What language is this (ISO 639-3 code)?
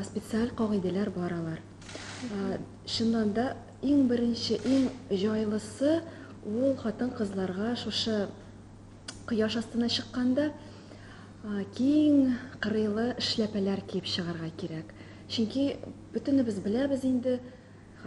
tat